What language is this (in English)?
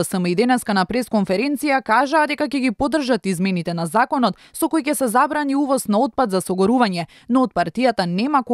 Macedonian